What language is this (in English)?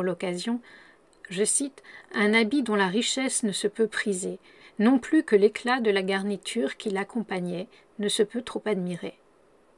French